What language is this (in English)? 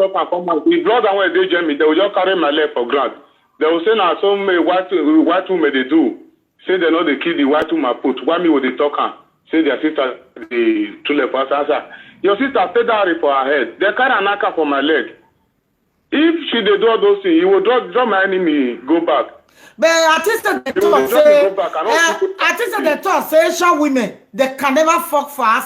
Nigerian Pidgin